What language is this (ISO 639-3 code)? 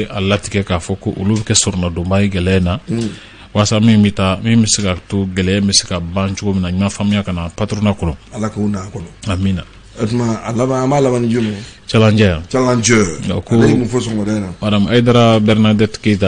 bam